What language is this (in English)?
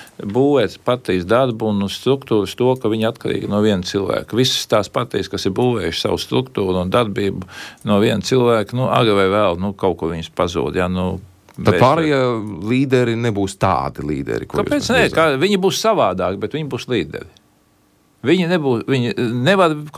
Latvian